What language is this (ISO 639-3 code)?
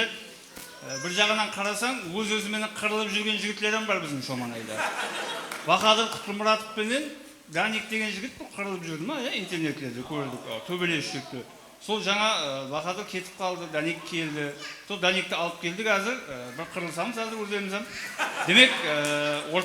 kaa